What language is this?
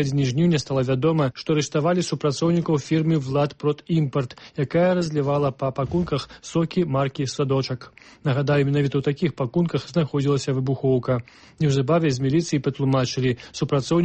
Belarusian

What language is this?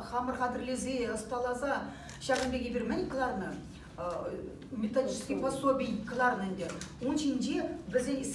Chuvash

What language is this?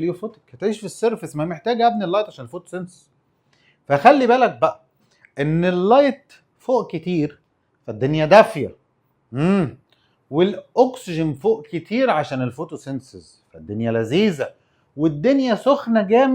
Egyptian Arabic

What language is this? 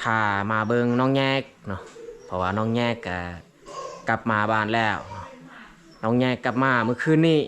Lao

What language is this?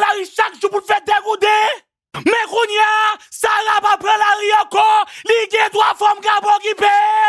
Haitian Creole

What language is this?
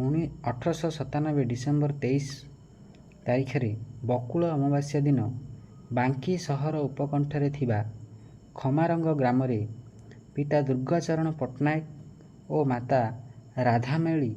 Odia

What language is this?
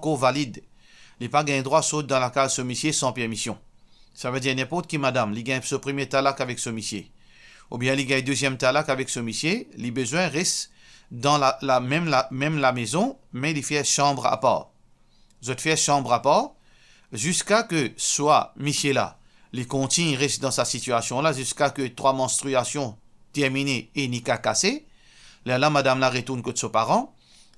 Morisyen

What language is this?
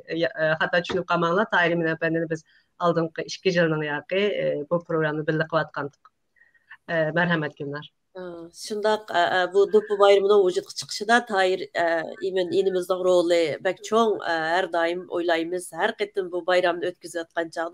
Uyghur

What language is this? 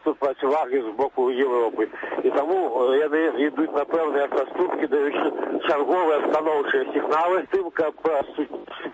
Belarusian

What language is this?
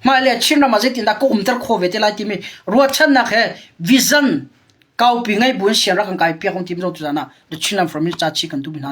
Hakha Chin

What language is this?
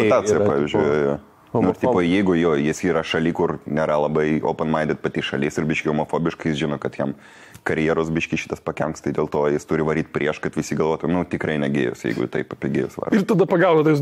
Lithuanian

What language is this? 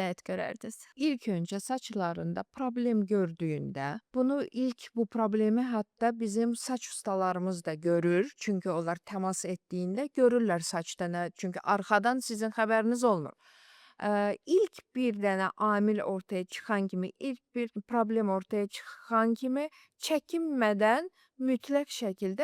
Azerbaijani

